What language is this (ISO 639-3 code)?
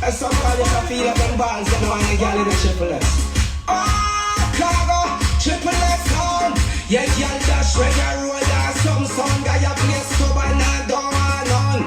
jam